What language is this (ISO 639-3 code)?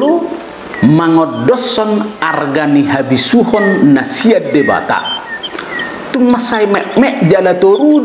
bbc